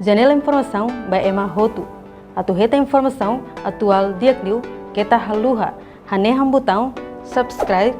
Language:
Tetum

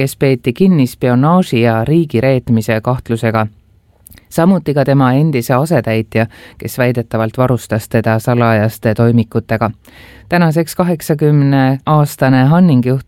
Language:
Estonian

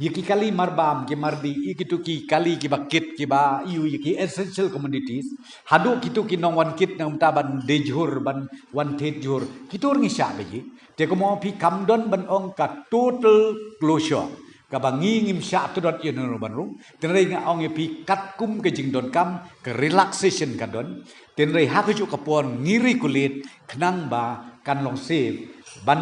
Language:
Khasi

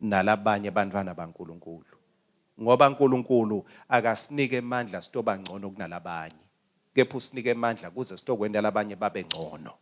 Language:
Swati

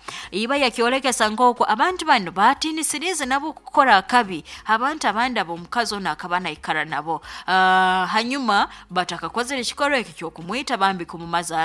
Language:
Nyoro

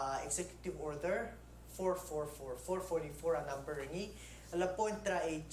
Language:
Palauan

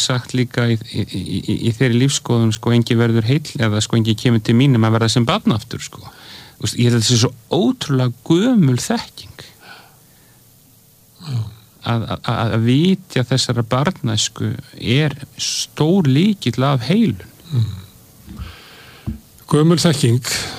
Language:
Icelandic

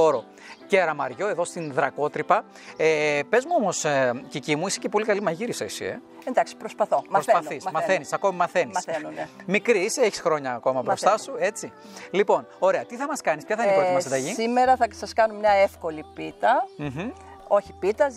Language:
Greek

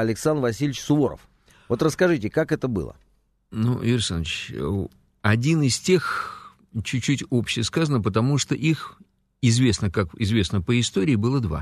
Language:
Russian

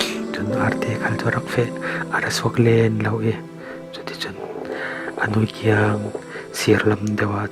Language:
Falam Chin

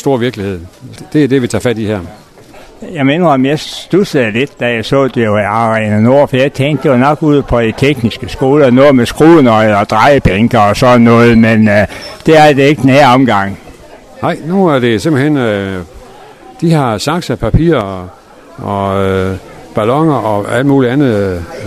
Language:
Danish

